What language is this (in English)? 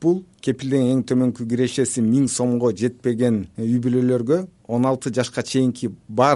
Kyrgyz